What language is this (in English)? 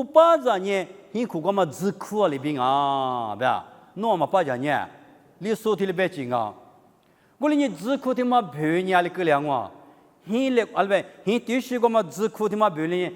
Lisu